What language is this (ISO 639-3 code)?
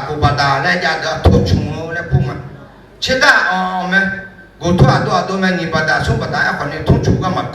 ahk